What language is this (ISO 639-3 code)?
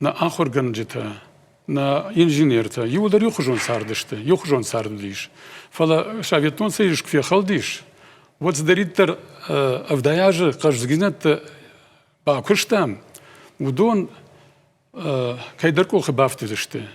oss